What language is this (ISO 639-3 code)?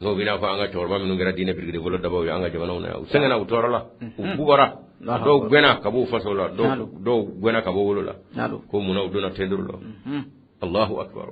bam